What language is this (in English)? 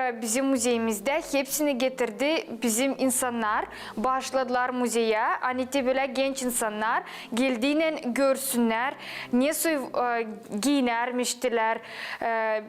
Gagauz